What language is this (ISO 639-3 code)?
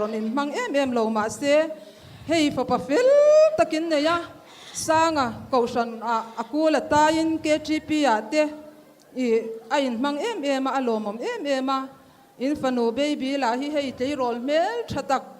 lus